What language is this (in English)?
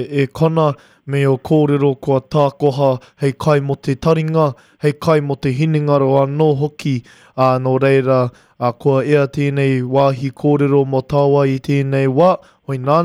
Māori